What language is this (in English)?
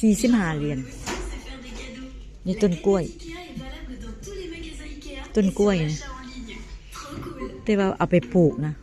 Northeastern Thai